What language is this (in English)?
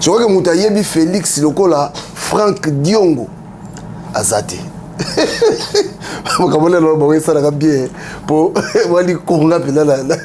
Lingala